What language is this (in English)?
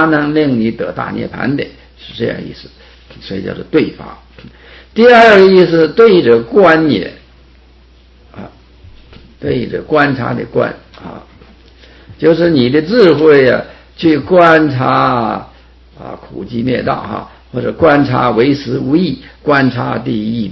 Chinese